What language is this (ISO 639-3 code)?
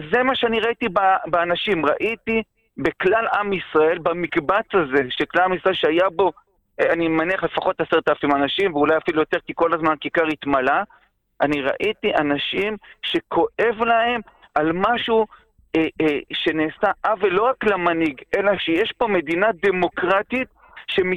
heb